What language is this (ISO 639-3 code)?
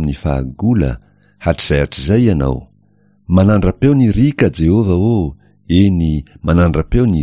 mlg